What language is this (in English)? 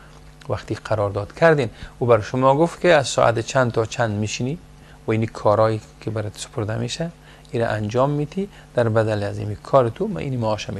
Persian